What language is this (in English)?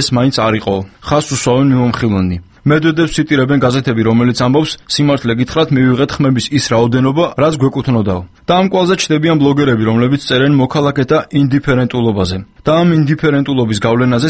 Georgian